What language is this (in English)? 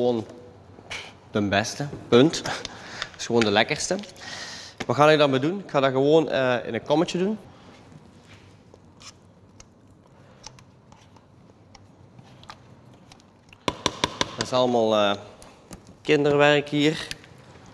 Dutch